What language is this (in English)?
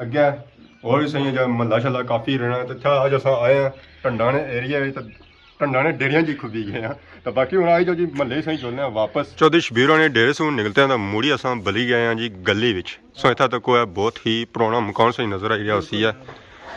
Pahari-Potwari